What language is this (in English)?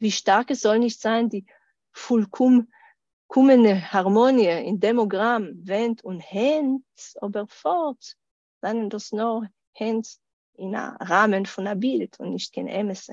Yiddish